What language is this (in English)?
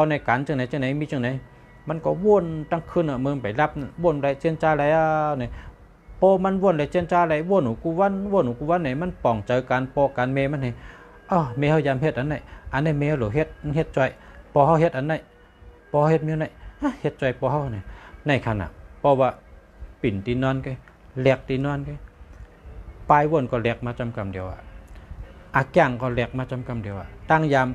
Shan